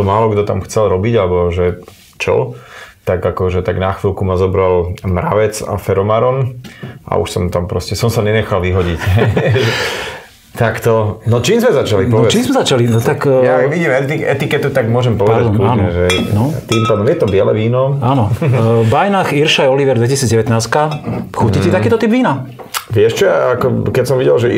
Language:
Slovak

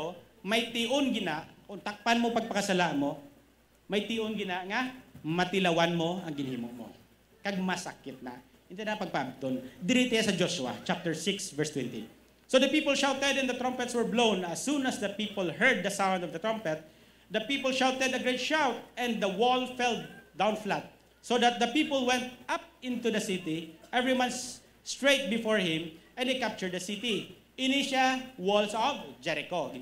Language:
Hiligaynon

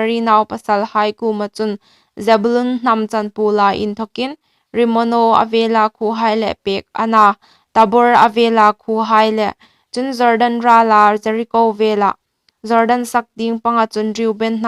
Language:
Hmar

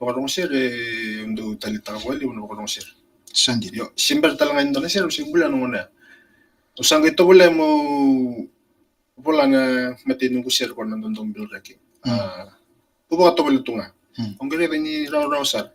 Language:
Fijian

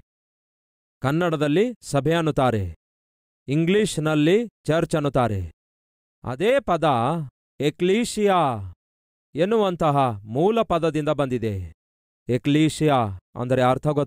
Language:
Kannada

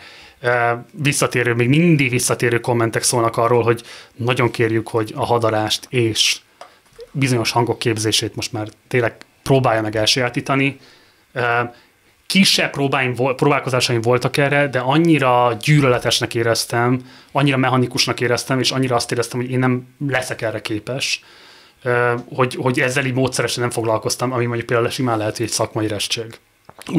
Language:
Hungarian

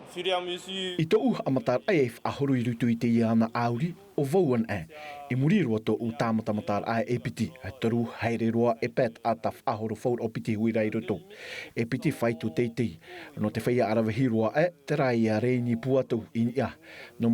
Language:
Tahitian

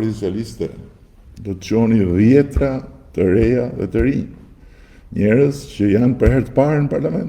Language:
Albanian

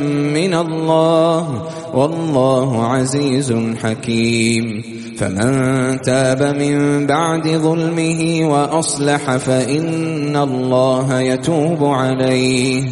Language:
Arabic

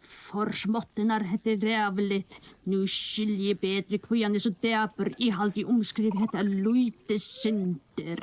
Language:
Faroese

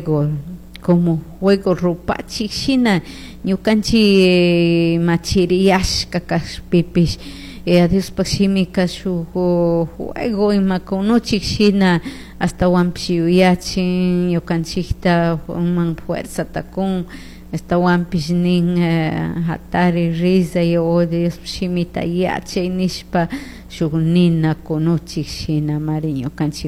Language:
Chimborazo Highland Quichua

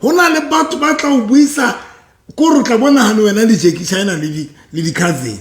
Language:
Southern Sotho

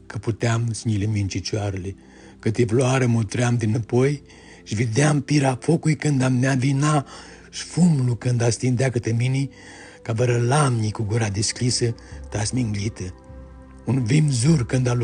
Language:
Aromanian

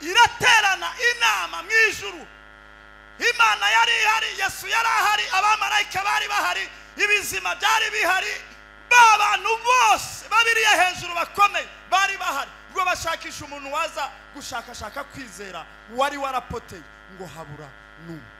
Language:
Kinyarwanda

